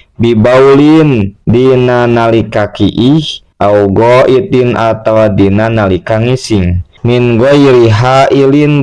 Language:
Sundanese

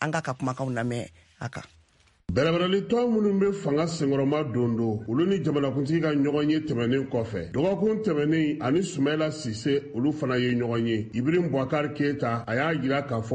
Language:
Bambara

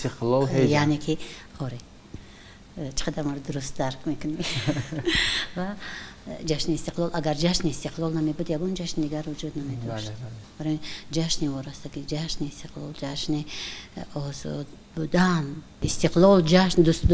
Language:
Tajik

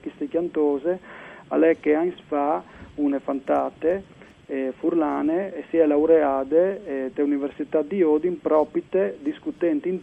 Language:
Friulian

